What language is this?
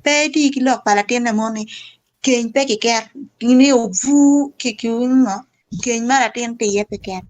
Acoli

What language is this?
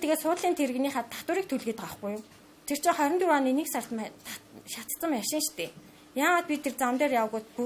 Mongolian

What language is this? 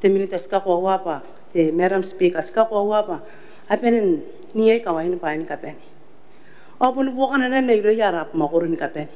Gilbertese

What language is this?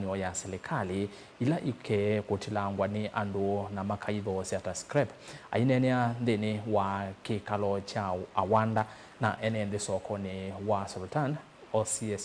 Kamba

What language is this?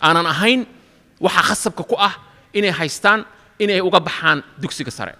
Somali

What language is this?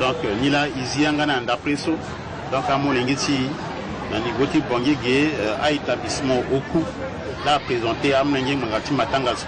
Sango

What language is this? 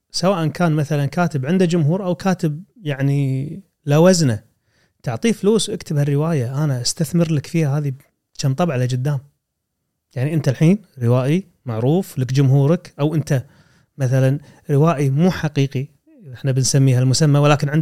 Gulf Arabic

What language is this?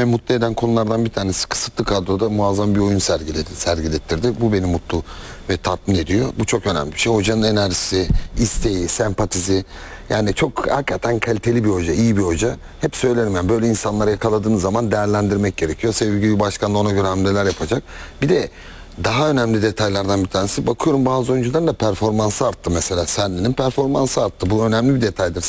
Turkish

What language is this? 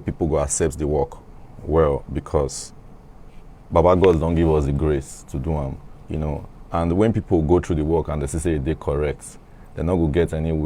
Nigerian Pidgin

